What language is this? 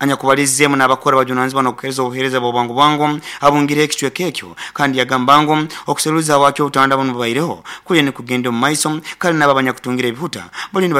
Nyoro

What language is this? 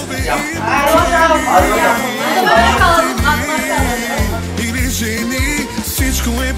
Turkish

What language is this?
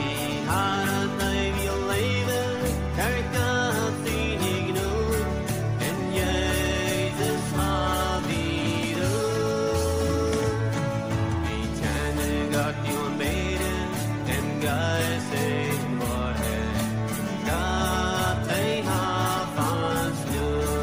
Plautdietsch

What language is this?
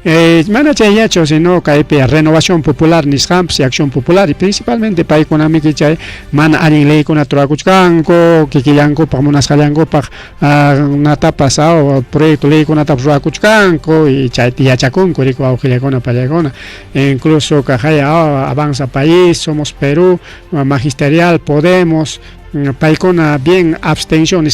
Ayacucho Quechua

